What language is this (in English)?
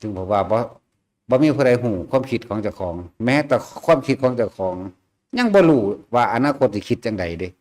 Northeastern Thai